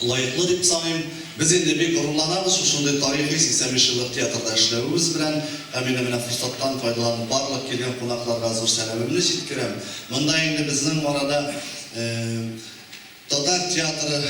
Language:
Tatar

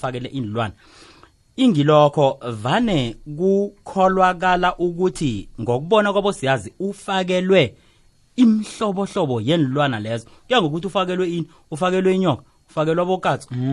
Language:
South Ndebele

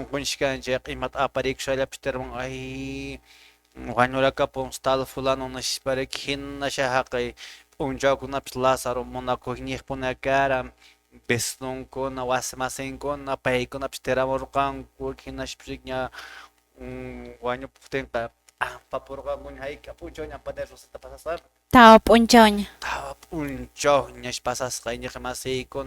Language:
Quechua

